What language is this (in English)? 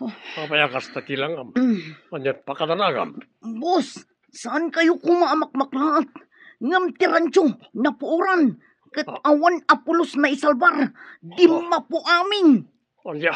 Iloko